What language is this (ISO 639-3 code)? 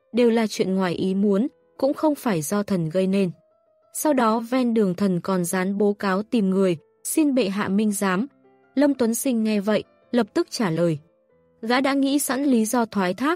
vie